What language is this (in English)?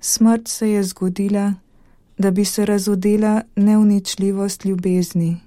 Slovenian